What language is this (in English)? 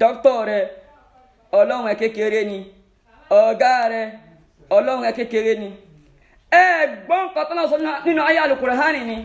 Yoruba